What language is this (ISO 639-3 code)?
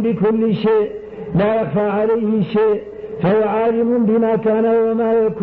ara